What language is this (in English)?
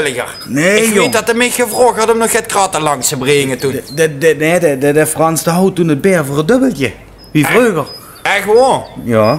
Limburgish